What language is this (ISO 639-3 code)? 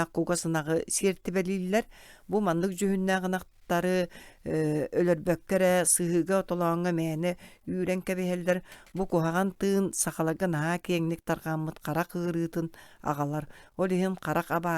sah